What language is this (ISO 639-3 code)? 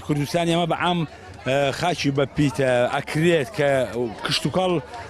ckb